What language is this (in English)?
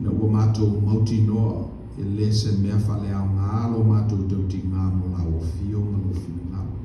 Samoan